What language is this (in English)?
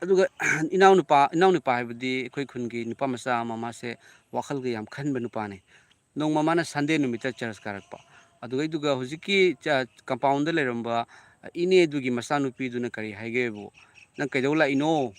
Manipuri